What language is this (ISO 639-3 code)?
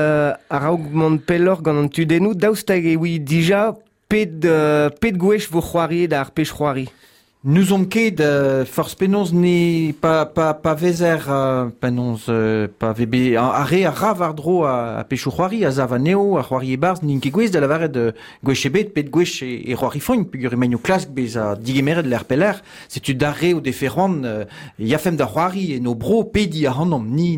bre